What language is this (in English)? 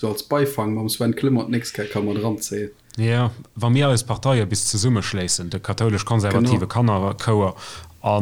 Luxembourgish